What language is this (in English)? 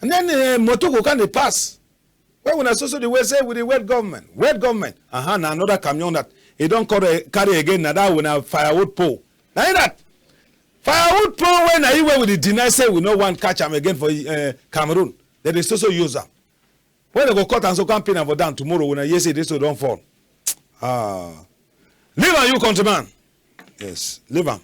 Cameroon Pidgin